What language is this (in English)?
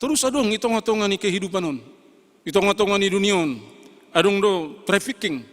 Batak Simalungun